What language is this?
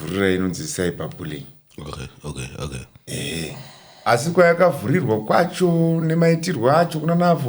Shona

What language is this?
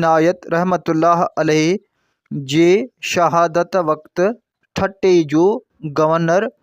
Sindhi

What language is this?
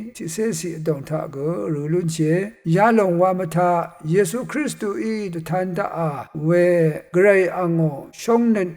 Rawang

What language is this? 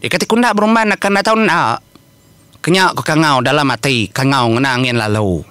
Iban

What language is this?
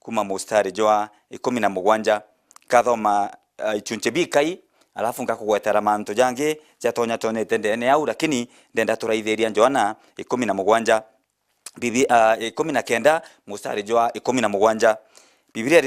Meru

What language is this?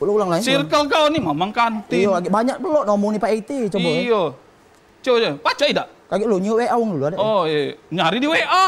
Musi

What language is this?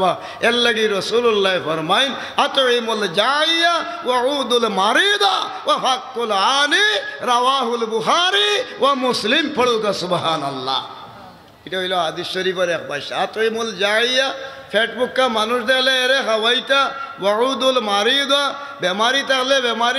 Sylheti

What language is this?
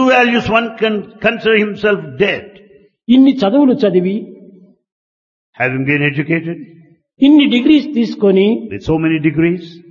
Telugu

